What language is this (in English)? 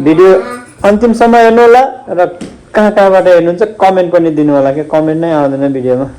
Nepali